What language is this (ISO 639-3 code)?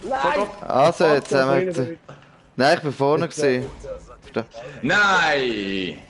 gsw